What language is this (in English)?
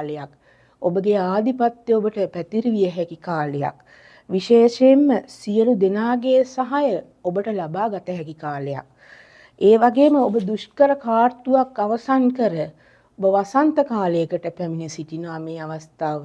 Sinhala